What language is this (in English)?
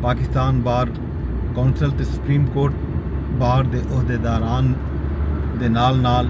Saraiki